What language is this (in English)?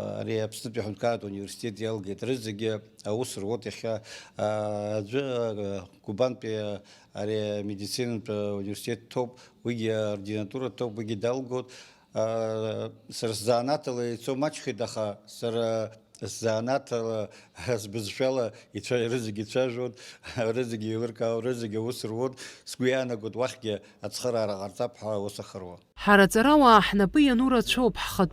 Abkhazian